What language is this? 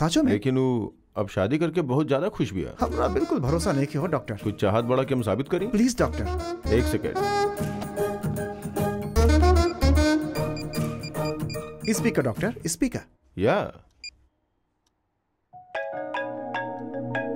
Bhojpuri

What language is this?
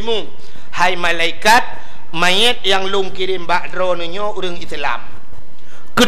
Achinese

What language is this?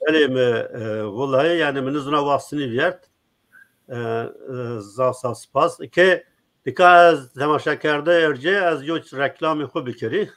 Zaza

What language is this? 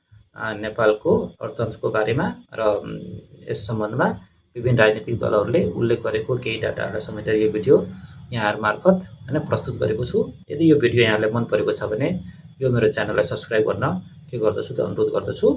Nepali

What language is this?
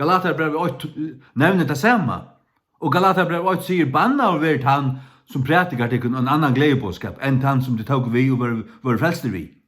Faroese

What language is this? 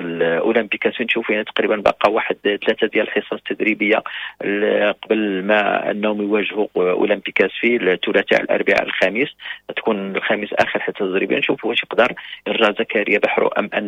Moroccan Arabic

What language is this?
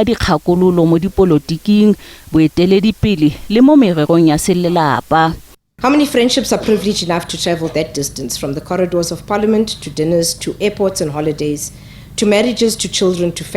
Tswana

